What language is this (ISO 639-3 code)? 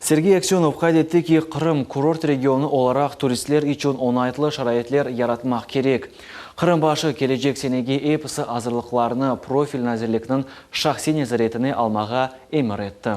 crh